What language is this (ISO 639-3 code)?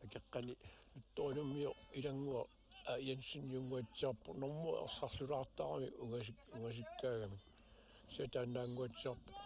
kal